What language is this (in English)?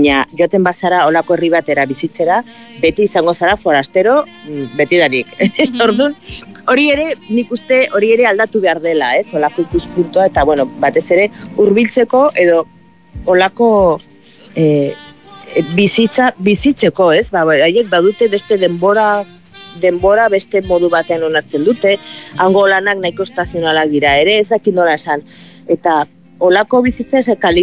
Basque